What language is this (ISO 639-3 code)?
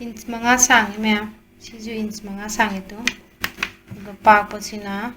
mni